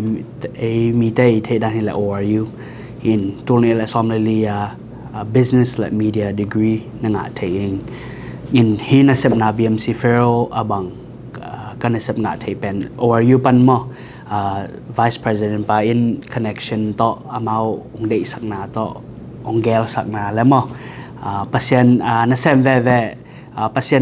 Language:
Tedim Chin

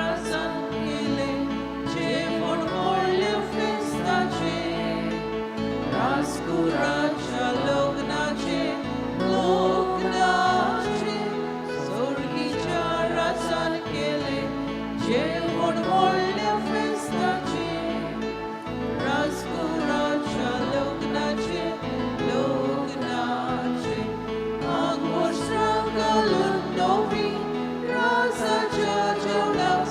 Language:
Konkani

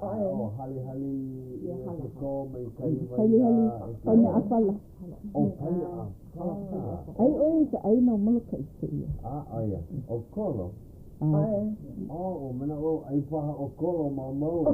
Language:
Hawaiian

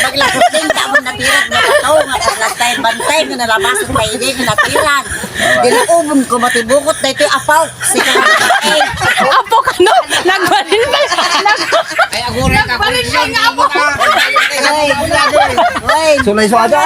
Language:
Iloko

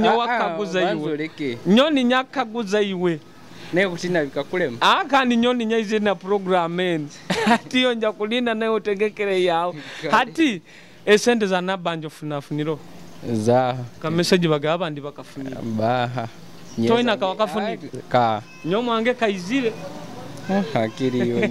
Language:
Nyoro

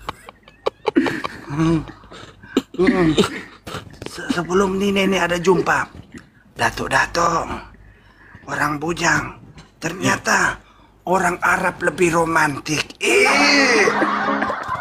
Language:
Malay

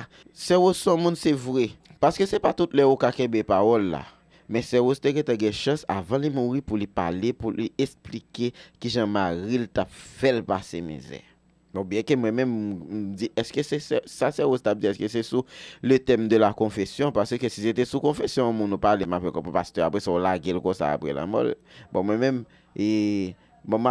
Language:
Haitian Creole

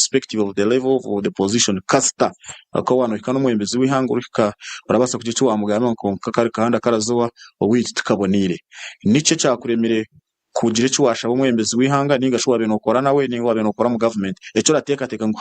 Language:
Nyankole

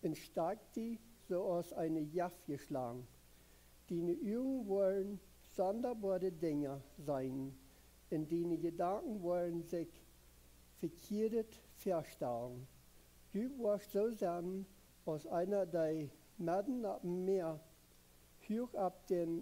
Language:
Plautdietsch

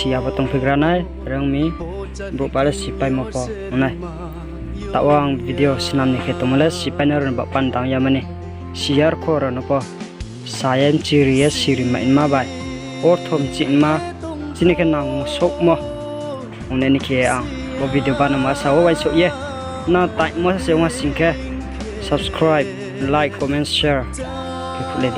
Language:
Riang (India)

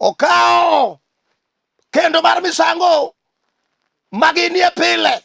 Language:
Luo (Kenya and Tanzania)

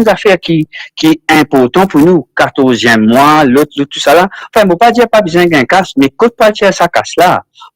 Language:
Morisyen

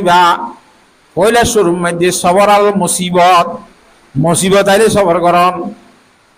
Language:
Rohingya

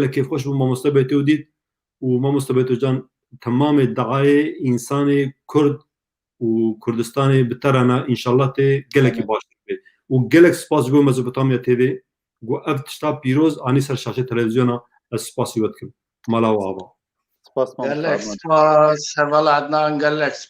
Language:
Kurdish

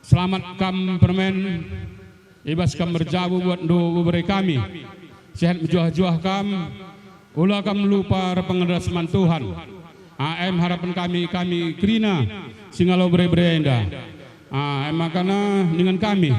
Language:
Batak Karo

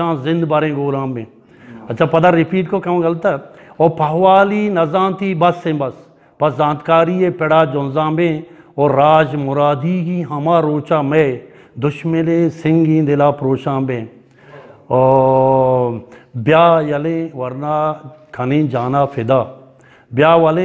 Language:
Eastern Balochi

